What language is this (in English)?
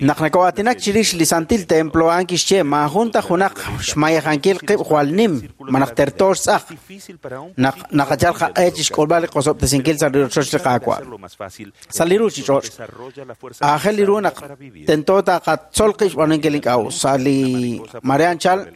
Kekchí